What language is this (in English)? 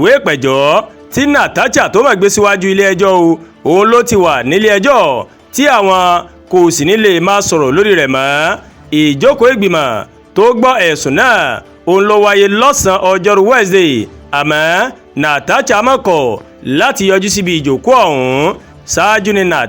Yoruba